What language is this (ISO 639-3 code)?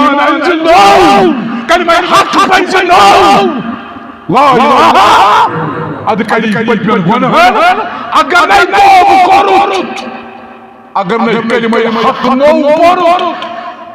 kas